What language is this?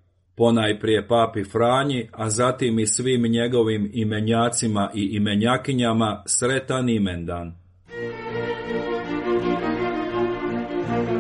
Croatian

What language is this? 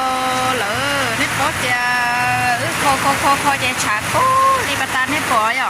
Hmong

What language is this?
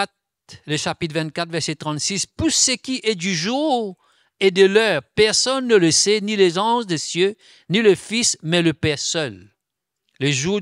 Morisyen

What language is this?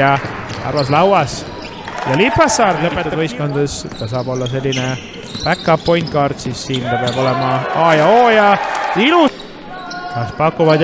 Estonian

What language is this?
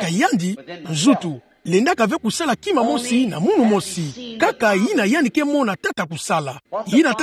Kituba (Democratic Republic of Congo)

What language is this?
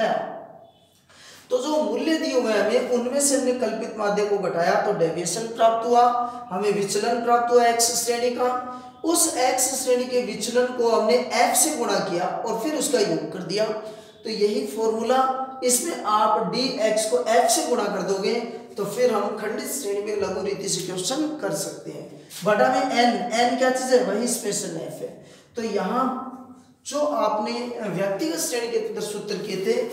Hindi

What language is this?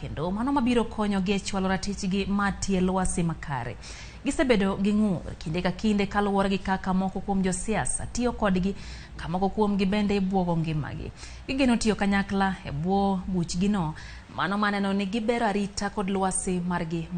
Luo (Kenya and Tanzania)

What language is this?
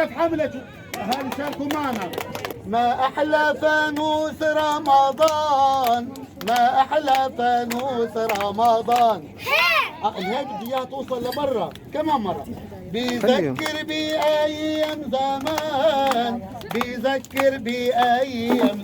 North Levantine Arabic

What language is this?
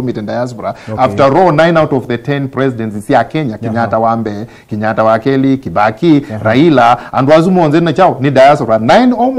Kamba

